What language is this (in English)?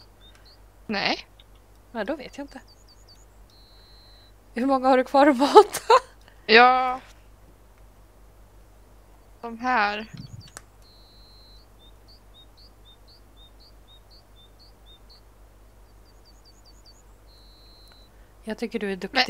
Swedish